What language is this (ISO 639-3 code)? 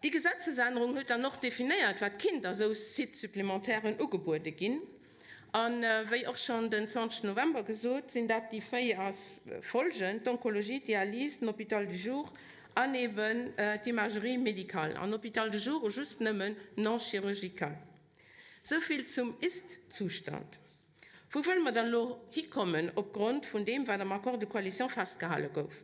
ltz